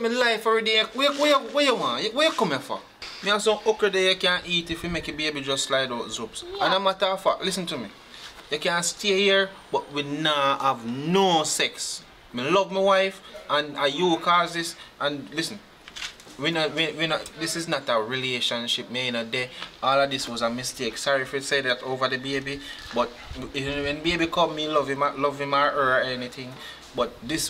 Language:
Jamaican Creole English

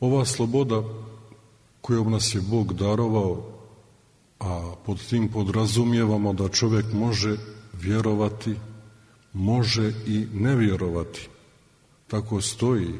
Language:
Serbian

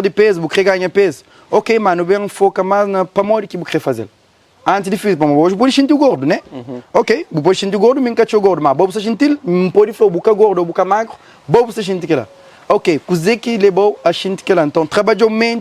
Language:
Kabuverdianu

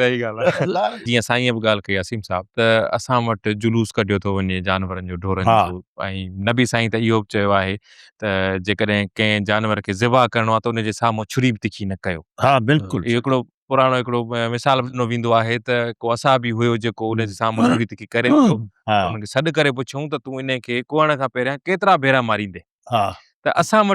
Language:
Sindhi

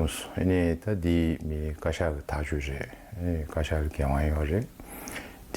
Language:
Tibetan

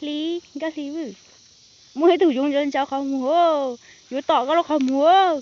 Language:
Hmong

